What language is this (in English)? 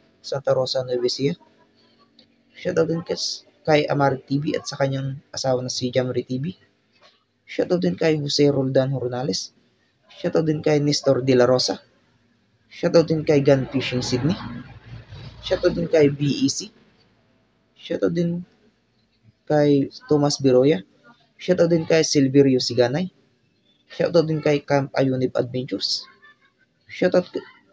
Filipino